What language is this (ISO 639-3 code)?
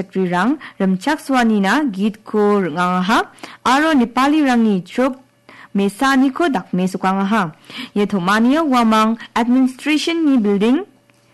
grt